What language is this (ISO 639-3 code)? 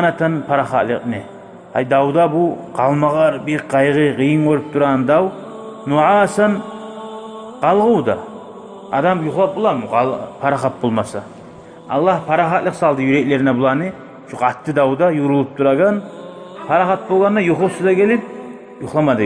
kum